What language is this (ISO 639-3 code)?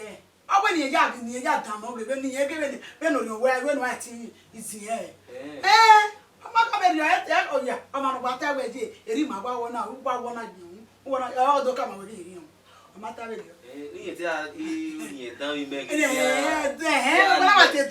bin